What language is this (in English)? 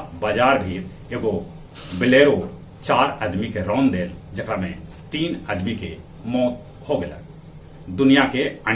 Magahi